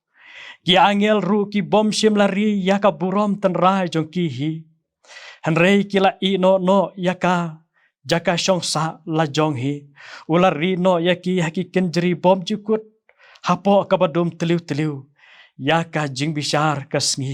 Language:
Khasi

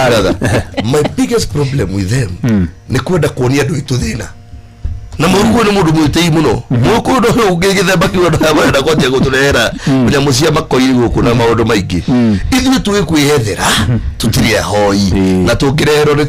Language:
Kikuyu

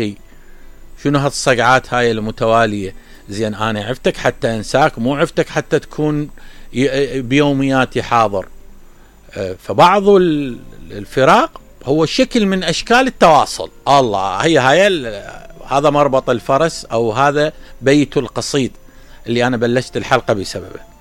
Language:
Mesopotamian Arabic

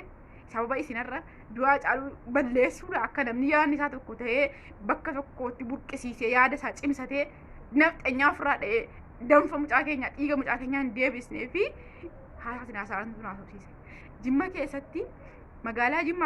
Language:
Oromo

